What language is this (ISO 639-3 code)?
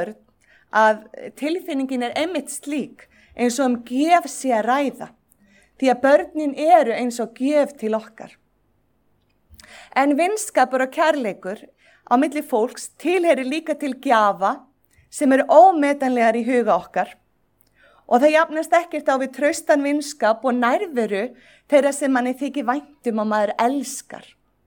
isl